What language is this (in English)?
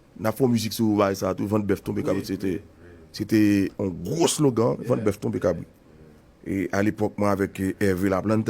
Haitian Creole